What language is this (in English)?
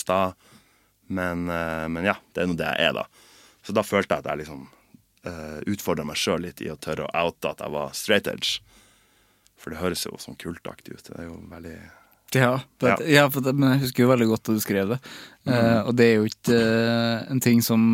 Norwegian